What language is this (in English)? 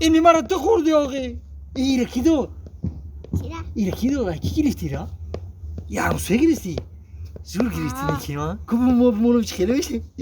Tajik